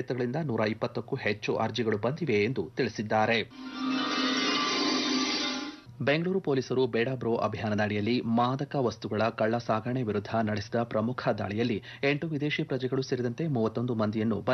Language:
Kannada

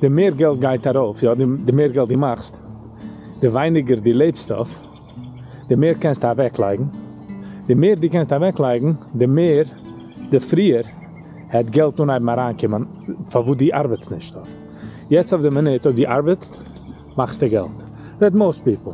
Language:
Yiddish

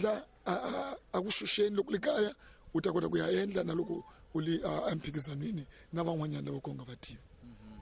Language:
Tsonga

